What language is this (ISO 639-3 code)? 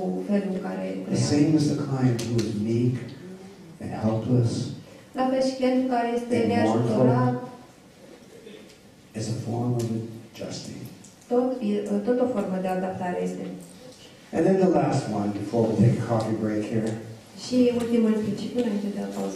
ron